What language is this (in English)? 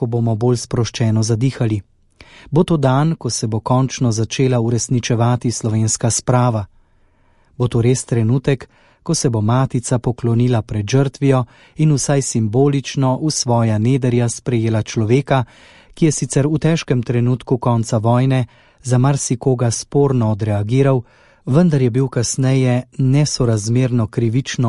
Slovenian